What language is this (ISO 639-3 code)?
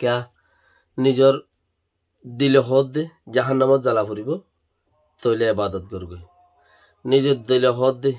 rhg